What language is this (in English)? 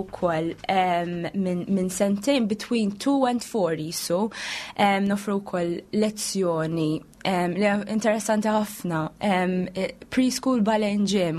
Maltese